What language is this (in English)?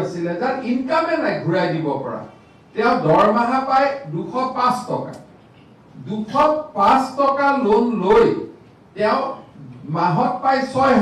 Assamese